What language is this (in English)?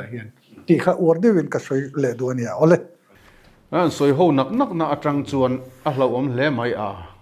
Mizo